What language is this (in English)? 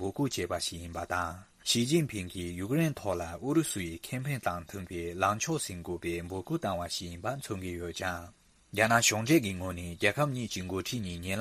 Tibetan